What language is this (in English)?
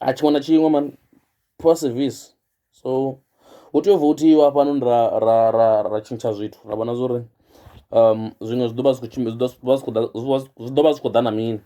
Venda